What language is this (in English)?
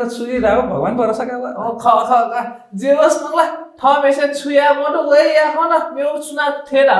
Newari